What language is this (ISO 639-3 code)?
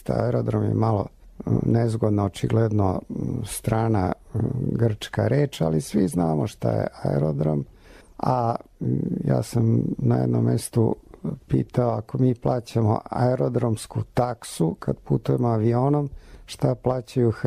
srp